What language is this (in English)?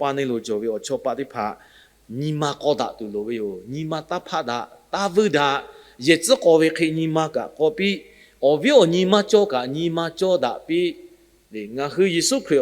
Lahu